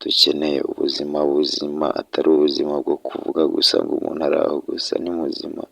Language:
Kinyarwanda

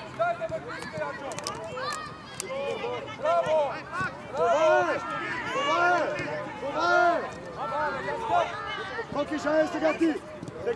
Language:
Bulgarian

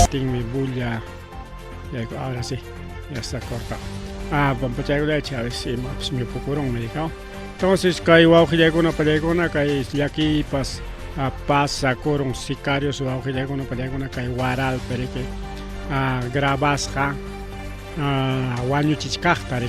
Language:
Ayacucho Quechua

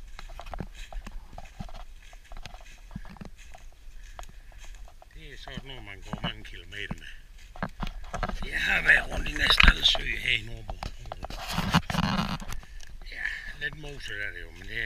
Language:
Danish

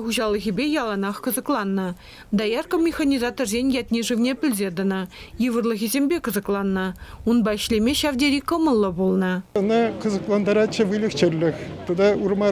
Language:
Chuvash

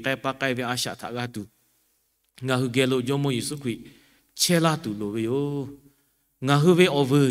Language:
Lahu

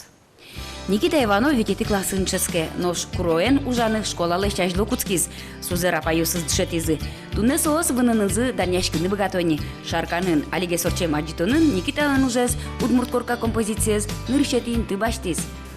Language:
Udmurt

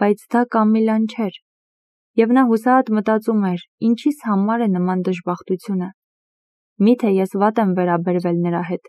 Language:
Armenian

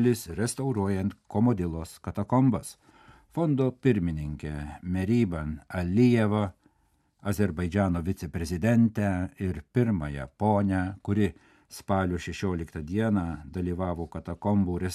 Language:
Lithuanian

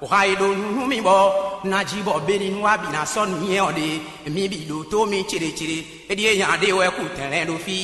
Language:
Fon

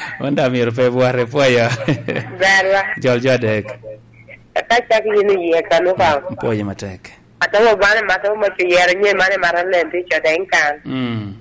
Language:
Lango (Uganda)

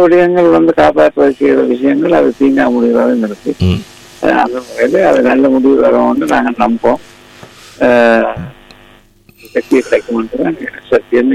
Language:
Tamil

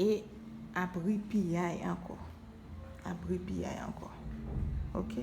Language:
Haitian Creole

